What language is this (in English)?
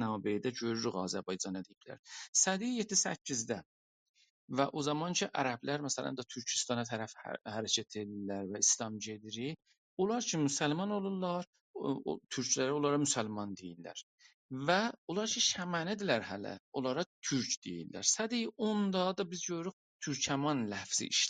South Azerbaijani